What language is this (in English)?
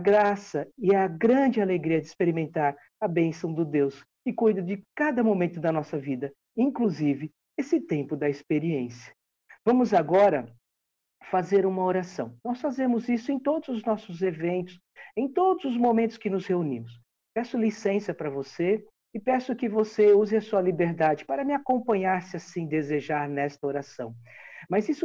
Portuguese